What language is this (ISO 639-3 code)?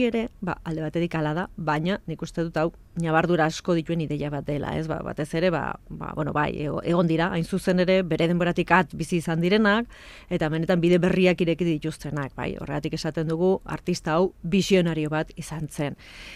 eus